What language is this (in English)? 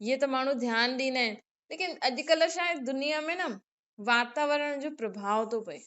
Sindhi